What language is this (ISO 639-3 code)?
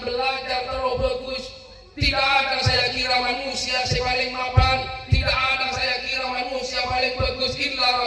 mad